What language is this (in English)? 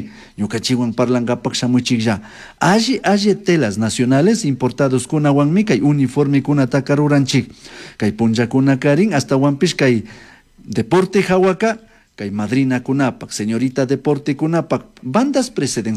Chimborazo Highland Quichua